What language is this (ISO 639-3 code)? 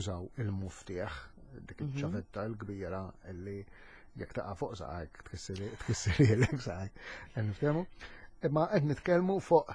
mlt